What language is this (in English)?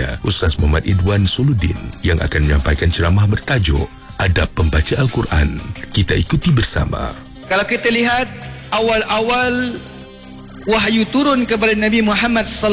Malay